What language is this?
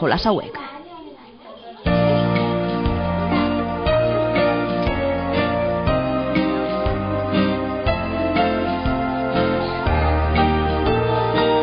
Basque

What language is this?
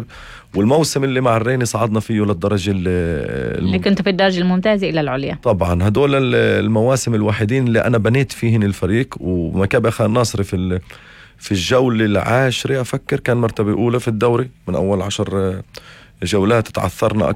North Levantine Arabic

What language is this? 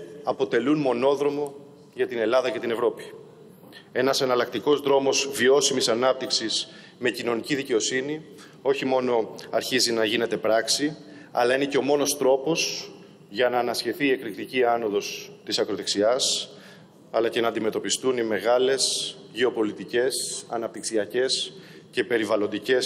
Greek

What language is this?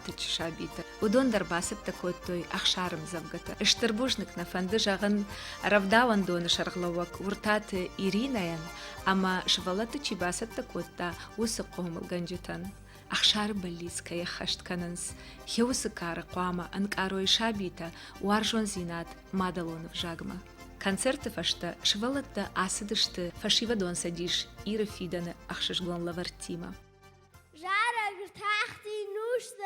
Ossetic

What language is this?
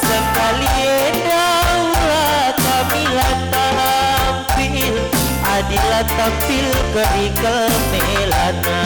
Batak Karo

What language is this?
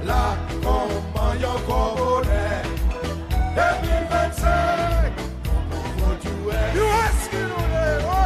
Seselwa Creole French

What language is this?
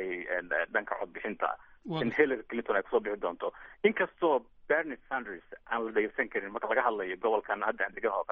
Somali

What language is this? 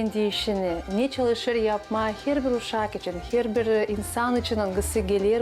Gagauz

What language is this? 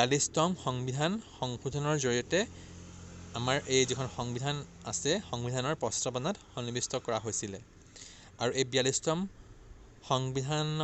Assamese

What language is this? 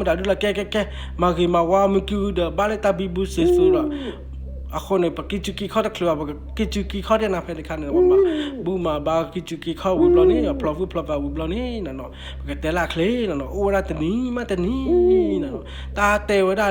S'gaw Karen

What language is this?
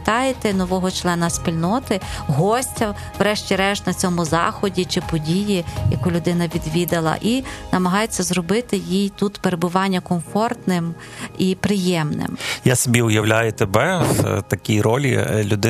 Ukrainian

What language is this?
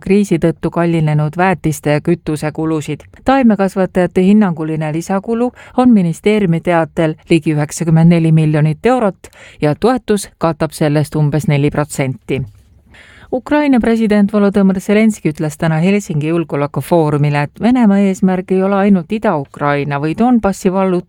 Estonian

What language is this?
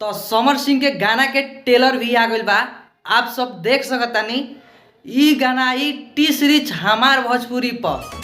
Bhojpuri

